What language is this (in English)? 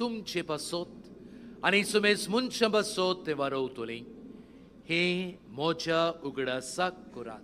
Konkani